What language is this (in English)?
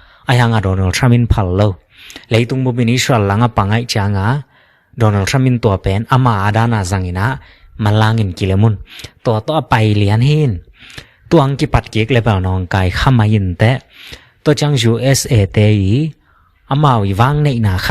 Tedim Chin